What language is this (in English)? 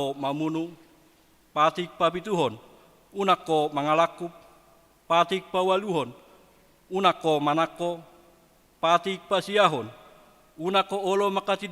Batak Toba